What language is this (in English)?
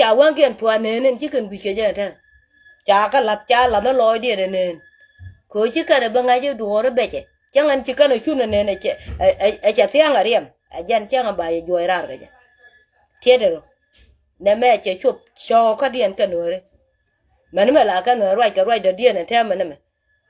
Nuer